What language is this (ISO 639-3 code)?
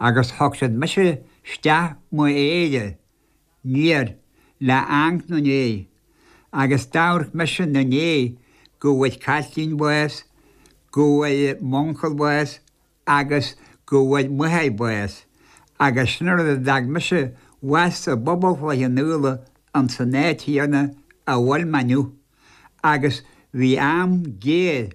gle